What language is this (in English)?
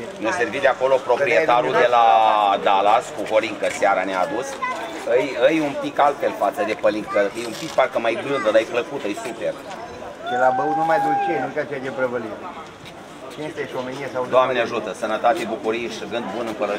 Romanian